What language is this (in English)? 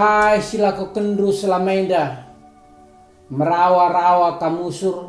Batak Karo